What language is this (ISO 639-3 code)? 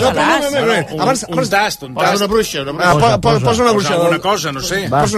cat